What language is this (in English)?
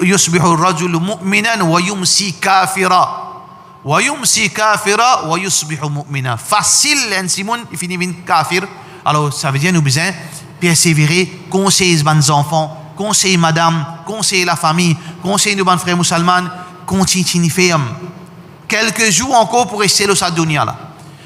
Morisyen